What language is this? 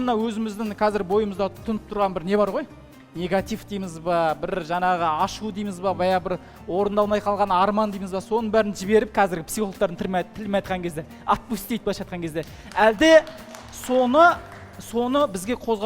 Kazakh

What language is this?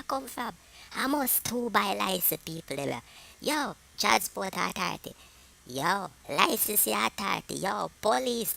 Jamaican Creole English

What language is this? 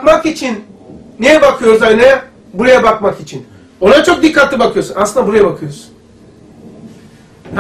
Turkish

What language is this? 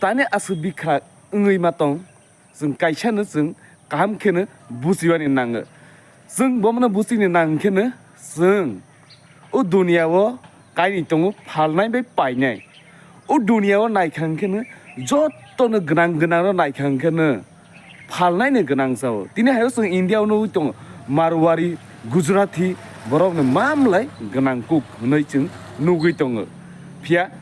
Kok Borok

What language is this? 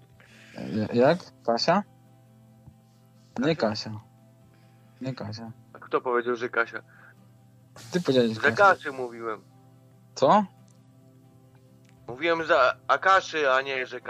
Polish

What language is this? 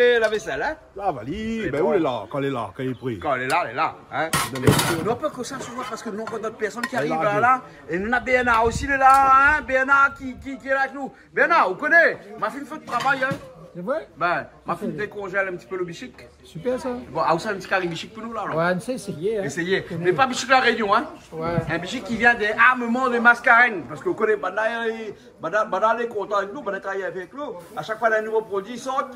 Réunion Creole French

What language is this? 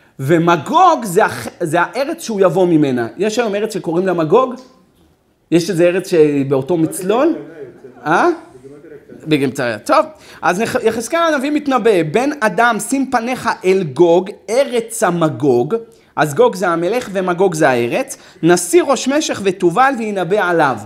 Hebrew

